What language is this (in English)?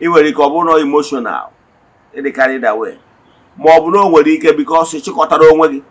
Igbo